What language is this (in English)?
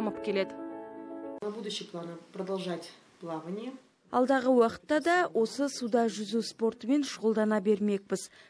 Kazakh